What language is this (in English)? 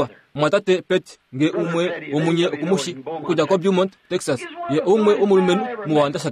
Kuanyama